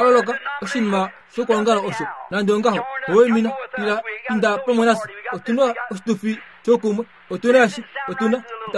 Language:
Kuanyama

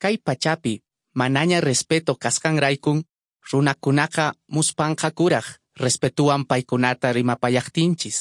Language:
Quechua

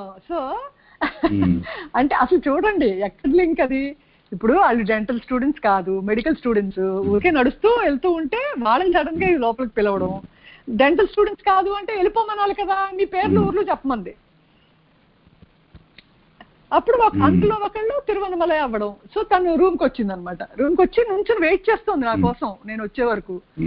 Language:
Telugu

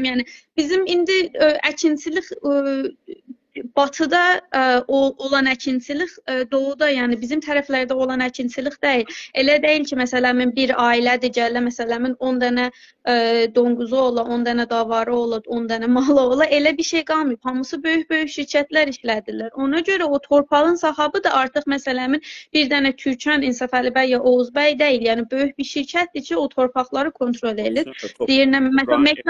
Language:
South Azerbaijani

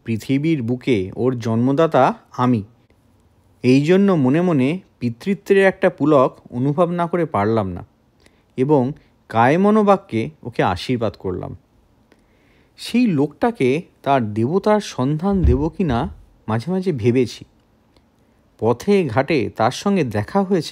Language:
Bangla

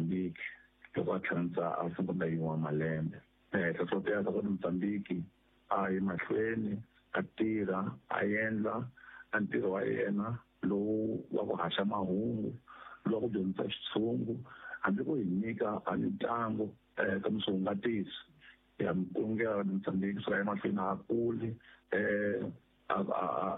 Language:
Tsonga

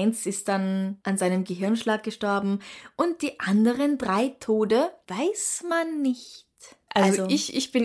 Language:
German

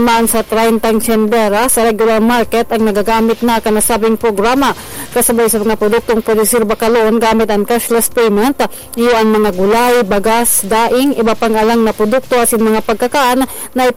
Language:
Bikol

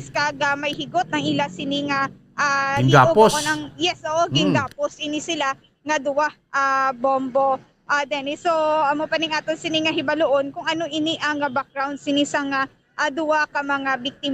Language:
Hiligaynon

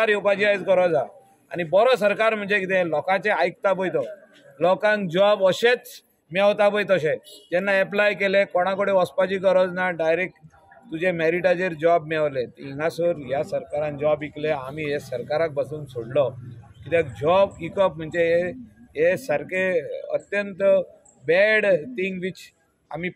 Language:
Konkani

